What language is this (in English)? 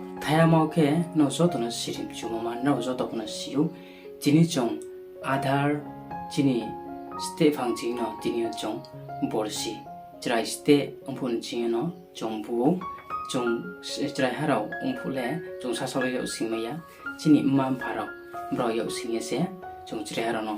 Riang (India)